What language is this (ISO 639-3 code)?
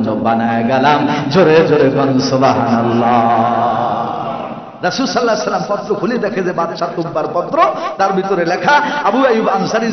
ben